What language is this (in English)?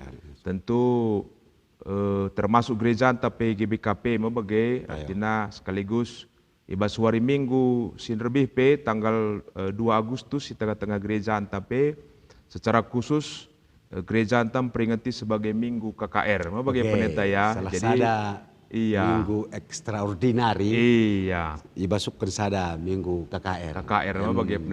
Batak Karo